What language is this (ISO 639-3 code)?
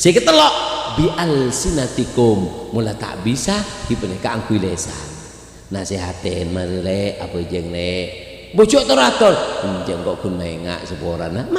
mad